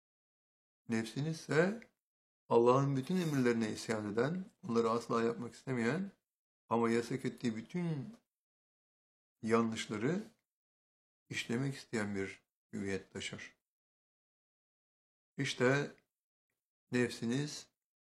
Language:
Turkish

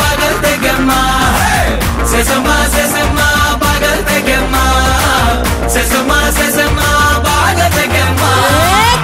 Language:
Kannada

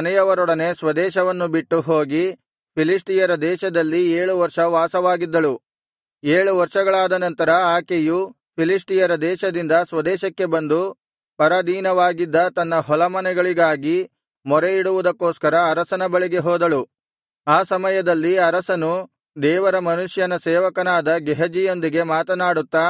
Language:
Kannada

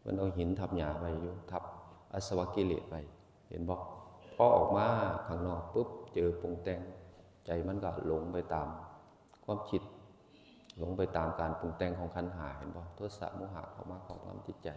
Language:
Northeastern Thai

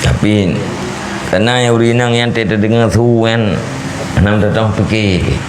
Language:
Achinese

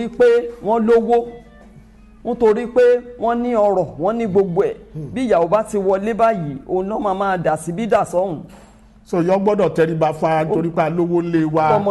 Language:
Yoruba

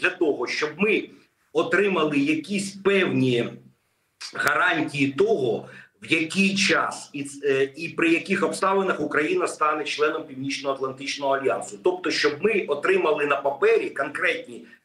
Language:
Ukrainian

